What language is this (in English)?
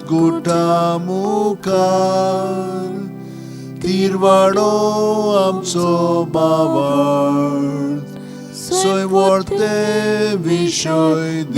Konkani